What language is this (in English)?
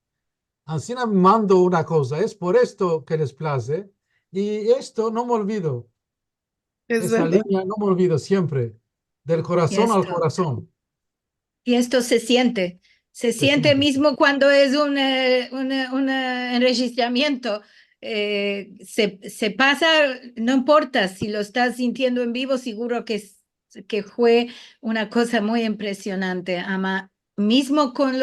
Ladino